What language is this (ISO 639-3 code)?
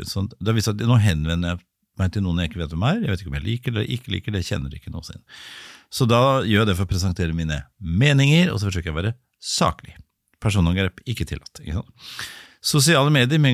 nor